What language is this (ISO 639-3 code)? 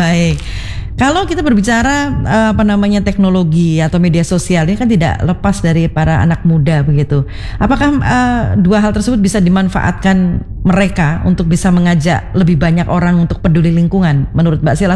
ind